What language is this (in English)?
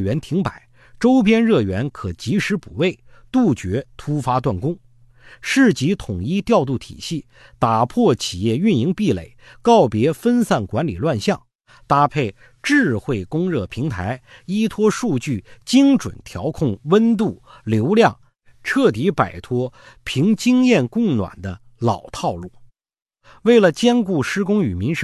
Chinese